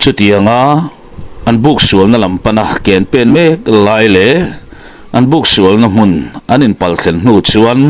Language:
Mizo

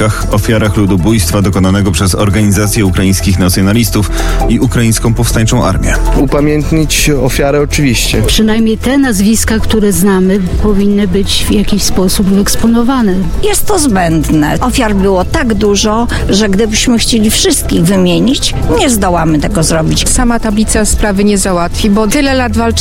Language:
Polish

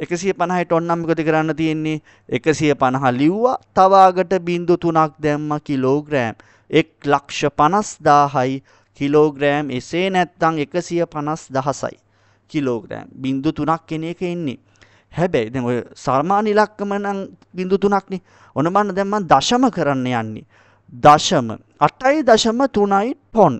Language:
Sinhala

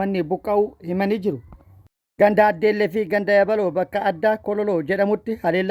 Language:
Oromo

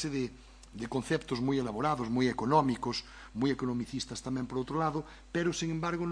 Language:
Galician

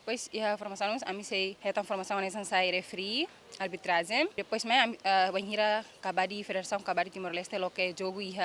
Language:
Tetum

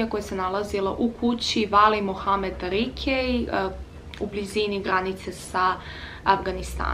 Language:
Serbian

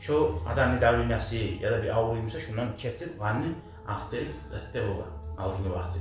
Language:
Kumyk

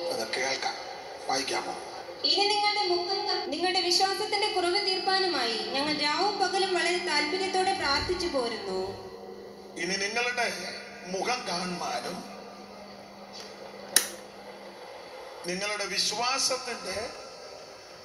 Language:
Malayalam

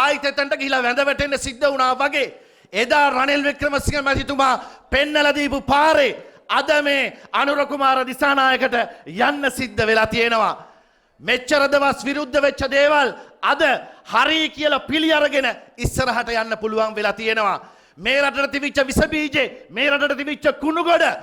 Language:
Sinhala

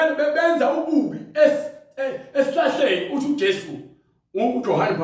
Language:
Zulu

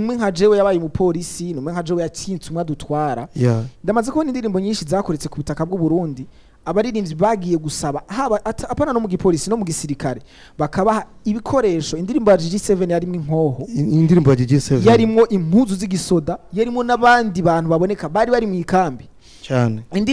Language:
Rundi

